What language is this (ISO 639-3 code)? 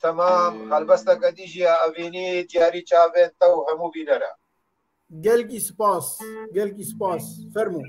kur